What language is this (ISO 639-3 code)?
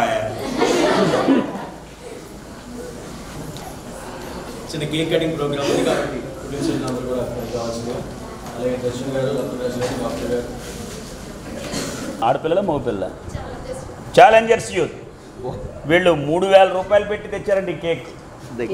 tel